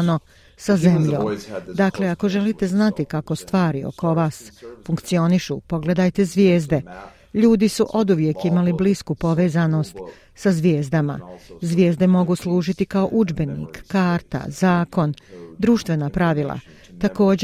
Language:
Croatian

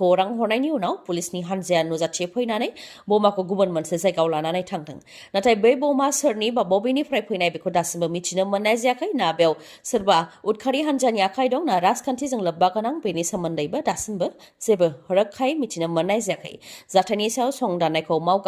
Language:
Bodo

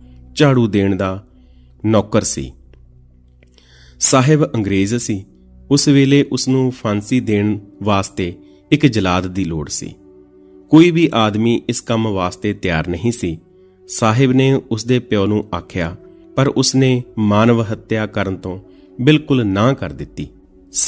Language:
Punjabi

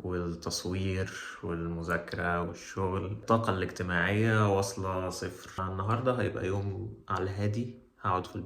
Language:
Egyptian Arabic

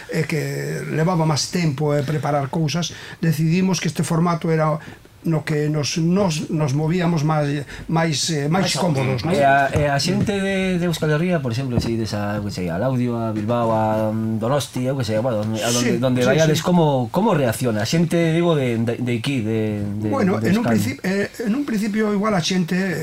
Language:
Galician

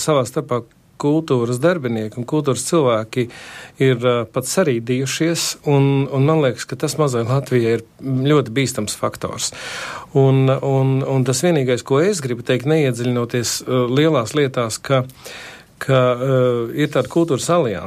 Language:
Latvian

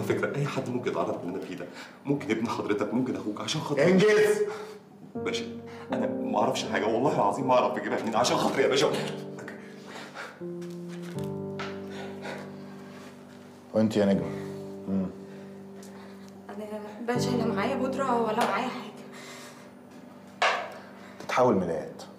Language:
Egyptian Arabic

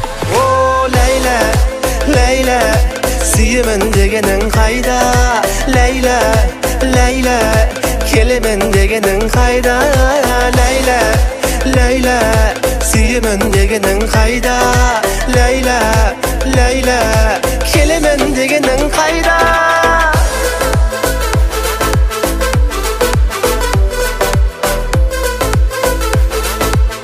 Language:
Kazakh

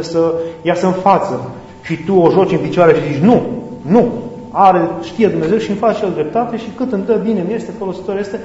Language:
Romanian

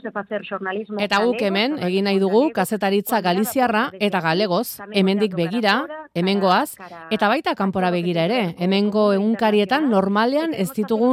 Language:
Basque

